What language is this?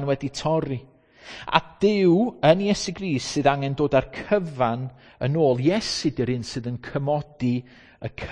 Welsh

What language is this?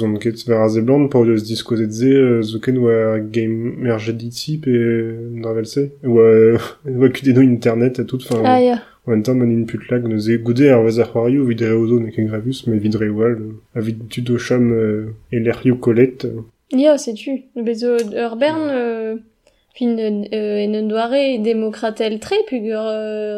Breton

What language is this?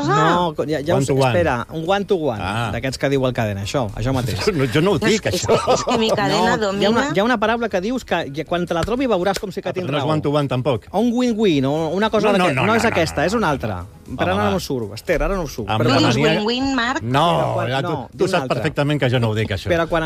Catalan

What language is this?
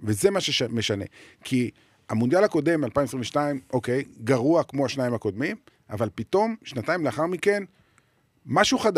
Hebrew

